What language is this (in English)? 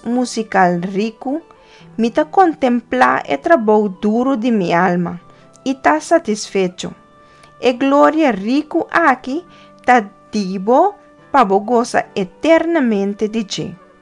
Papiamento